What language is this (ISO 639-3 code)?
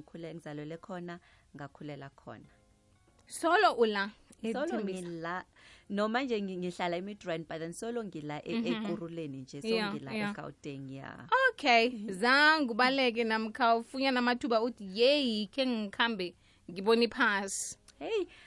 nbl